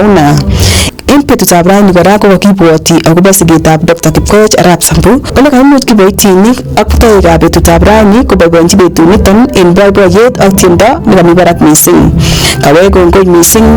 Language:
Kalenjin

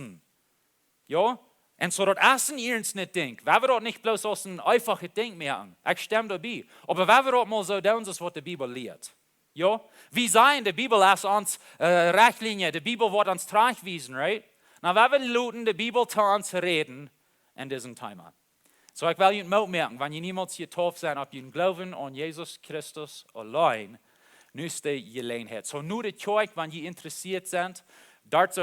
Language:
Plautdietsch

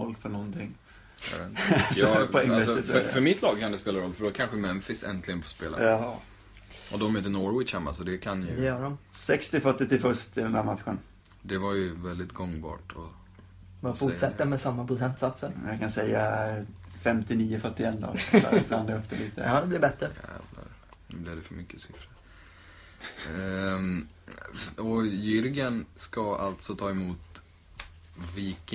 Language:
Swedish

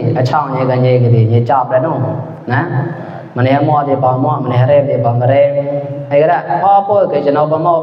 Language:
Mon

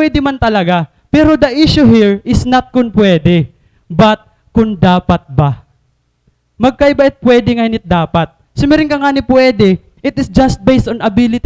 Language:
Waray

